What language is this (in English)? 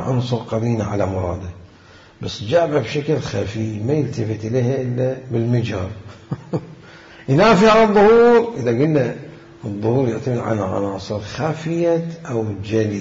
Mesopotamian Arabic